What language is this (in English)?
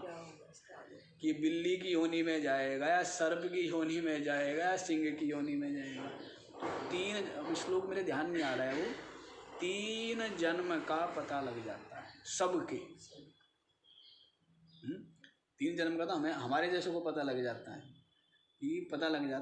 Hindi